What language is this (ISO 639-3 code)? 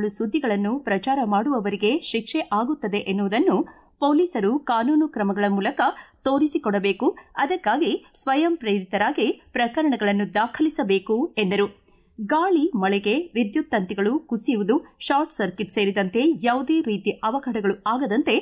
kan